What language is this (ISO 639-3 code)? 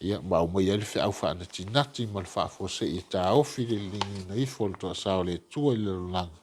smo